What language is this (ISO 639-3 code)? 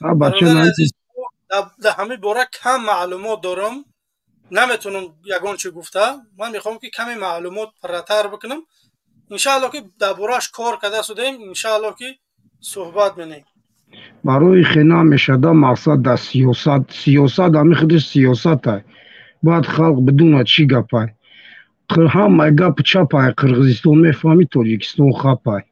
tgk